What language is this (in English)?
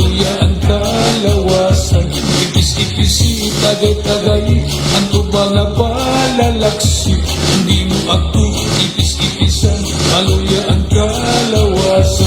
Waray